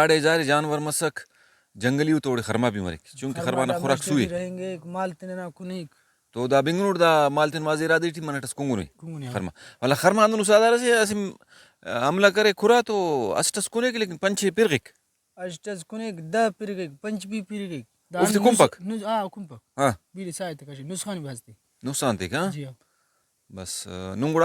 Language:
Brahui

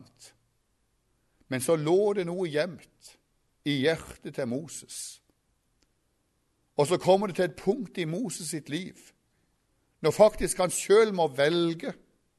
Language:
Norwegian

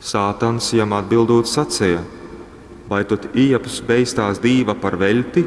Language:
Latgalian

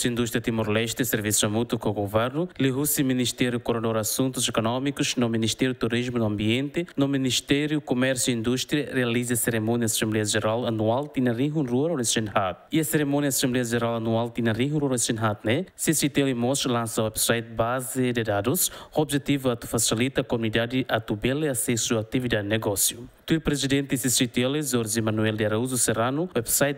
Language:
Tetum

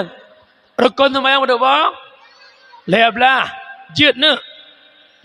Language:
Achinese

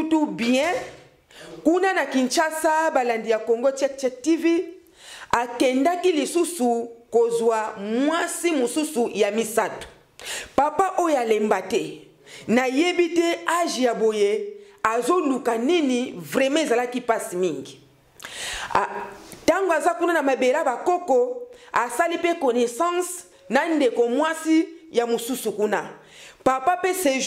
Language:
Lingala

